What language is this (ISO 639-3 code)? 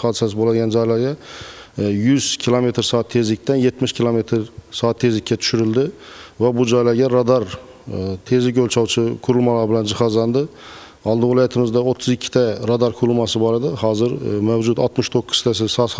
uzb